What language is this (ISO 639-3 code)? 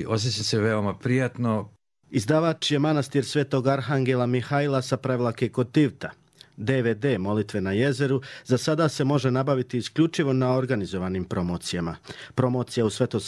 srp